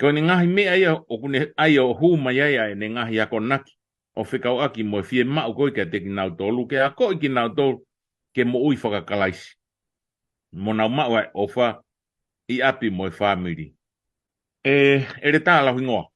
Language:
Tongan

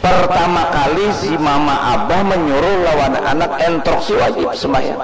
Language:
Banjar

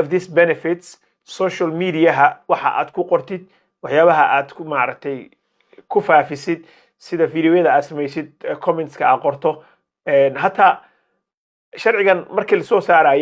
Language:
Somali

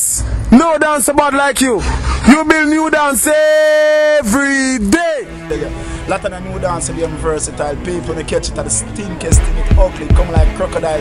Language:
Jamaican Creole English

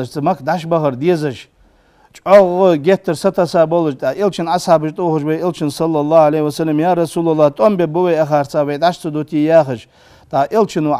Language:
Ingush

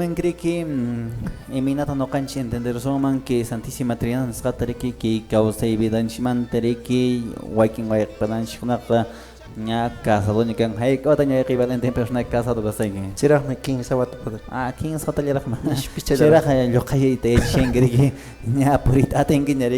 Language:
Quechua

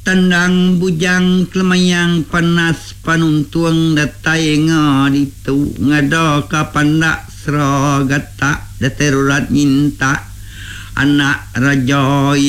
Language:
Iban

